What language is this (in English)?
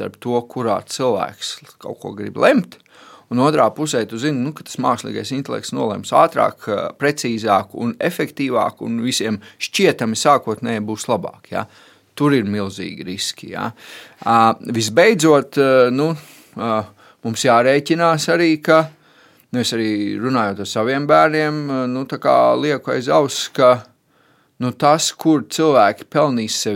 Latvian